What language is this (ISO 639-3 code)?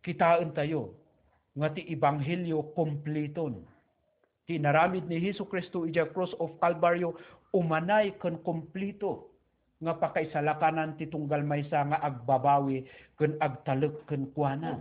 ilo